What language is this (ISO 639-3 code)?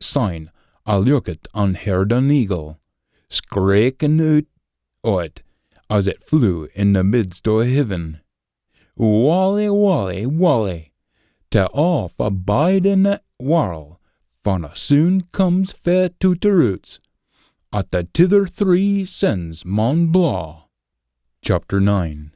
sco